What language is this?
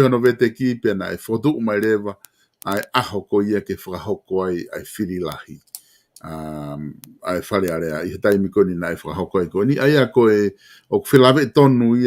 Tongan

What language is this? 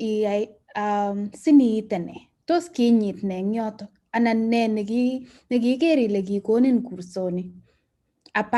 Kalenjin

